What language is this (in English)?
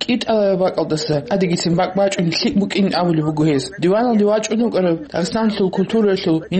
Avaric